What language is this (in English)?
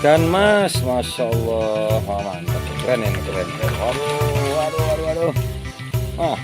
Banjar